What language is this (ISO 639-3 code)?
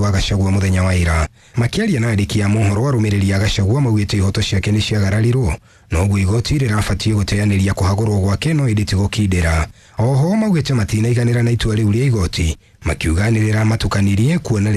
kik